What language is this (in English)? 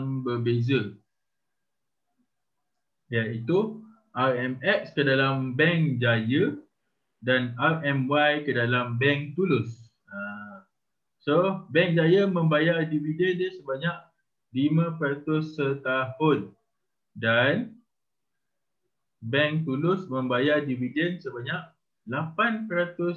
Malay